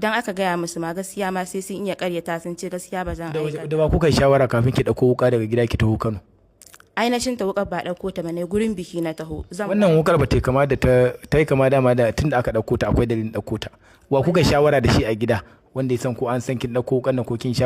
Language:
Hausa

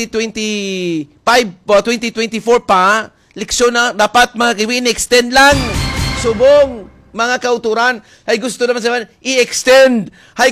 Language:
Hiligaynon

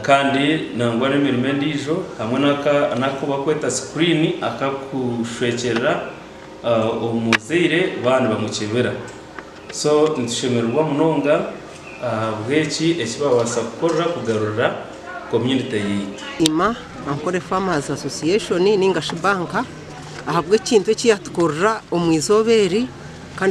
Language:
Nyankole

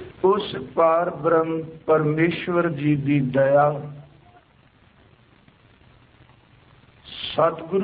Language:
Punjabi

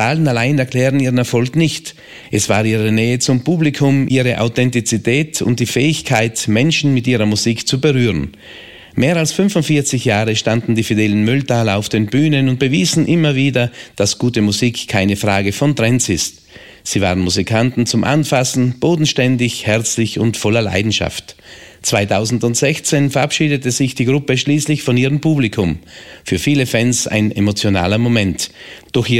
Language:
German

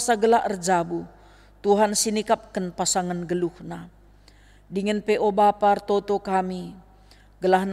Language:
Batak Karo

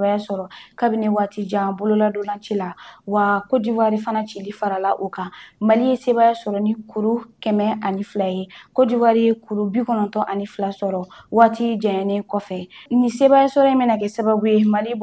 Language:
Bambara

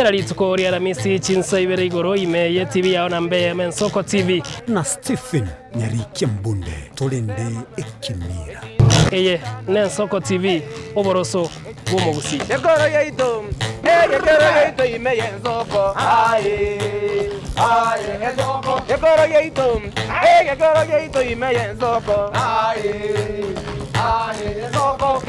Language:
Gusii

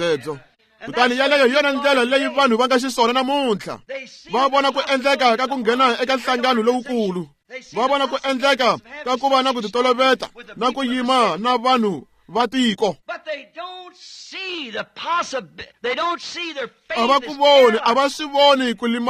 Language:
Tsonga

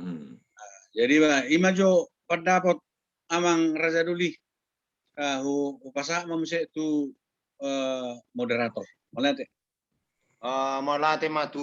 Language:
Batak Toba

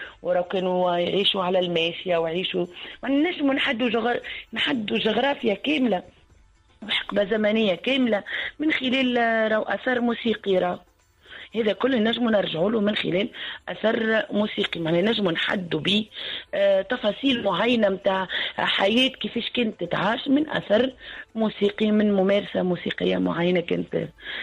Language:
Tunisian Arabic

